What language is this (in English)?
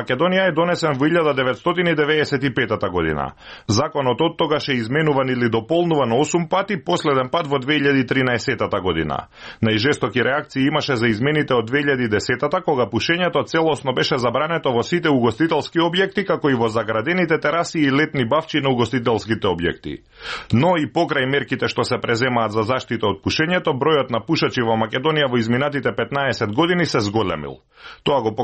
Macedonian